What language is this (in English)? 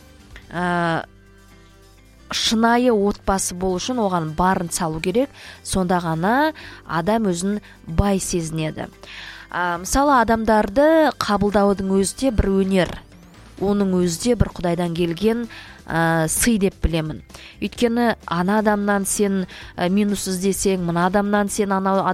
Kazakh